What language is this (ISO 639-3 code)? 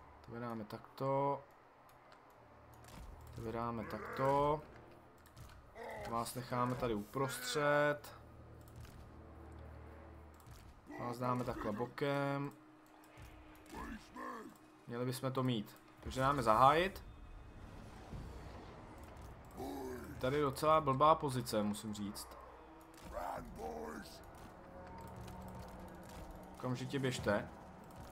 ces